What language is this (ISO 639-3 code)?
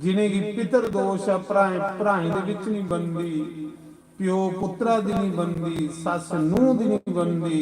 doi